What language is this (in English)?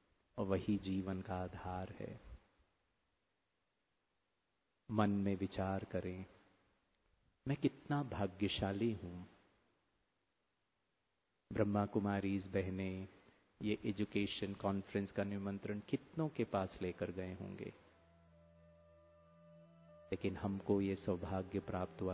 Hindi